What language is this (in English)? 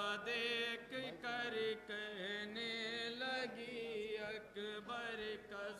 Urdu